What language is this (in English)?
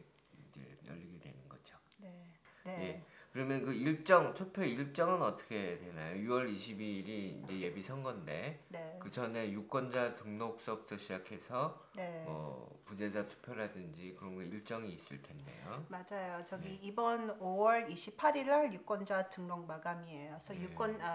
Korean